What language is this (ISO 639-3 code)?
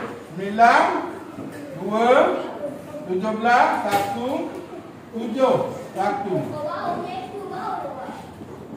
msa